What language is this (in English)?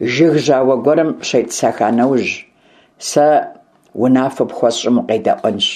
Kabardian